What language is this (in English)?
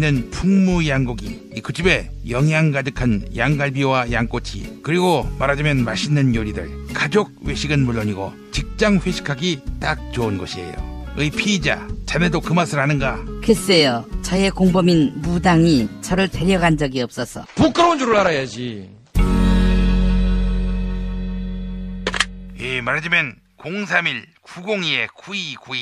Korean